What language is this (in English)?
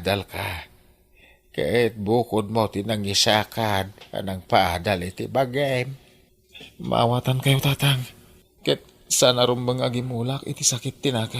Iloko